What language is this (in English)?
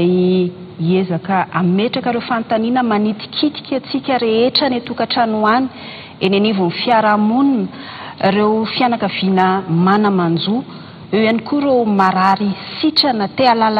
Malagasy